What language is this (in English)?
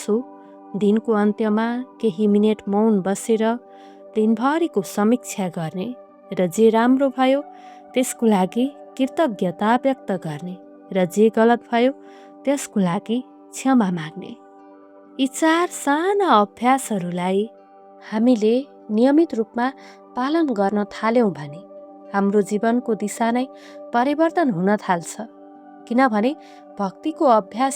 Nepali